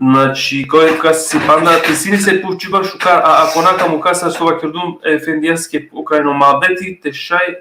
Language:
Balkan Romani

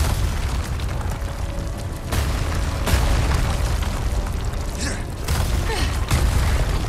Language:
English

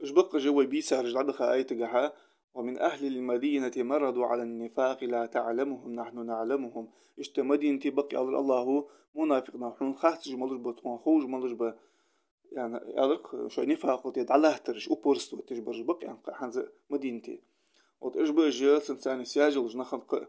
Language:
Ingush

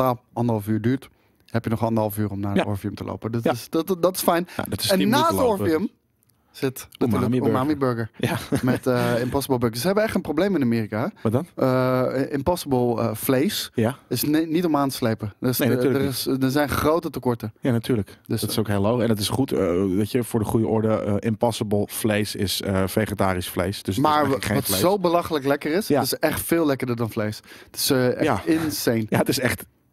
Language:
Dutch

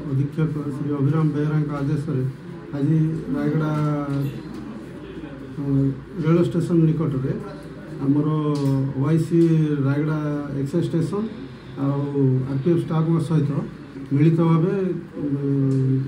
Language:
Odia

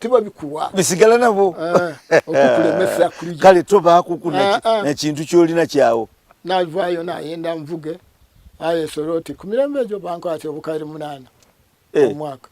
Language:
Soga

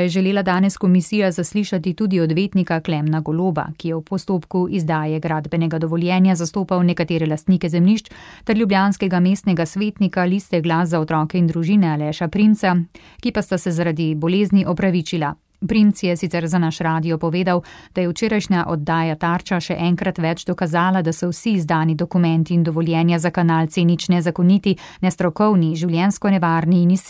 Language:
Slovenian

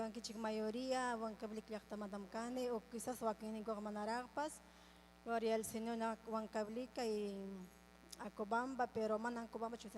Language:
Ayacucho Quechua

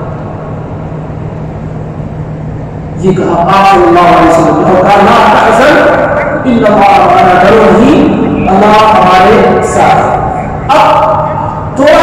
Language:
Urdu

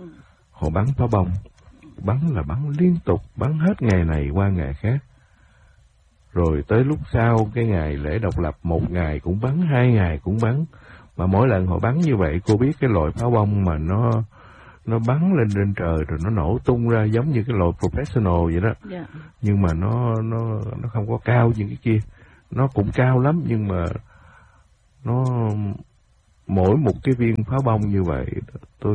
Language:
Vietnamese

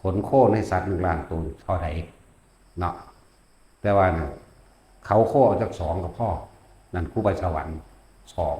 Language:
Northeastern Thai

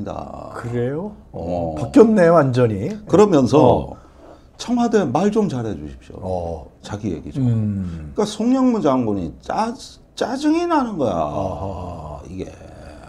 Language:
Korean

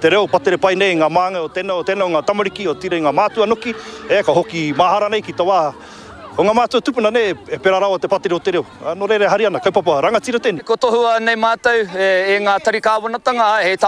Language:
Māori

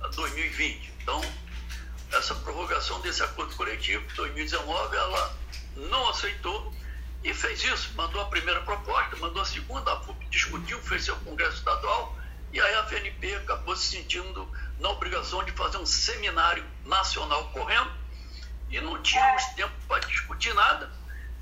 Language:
Portuguese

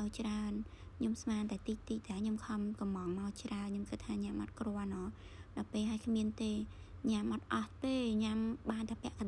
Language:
Khmer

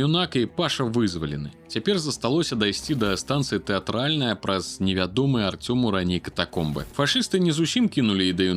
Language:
Belarusian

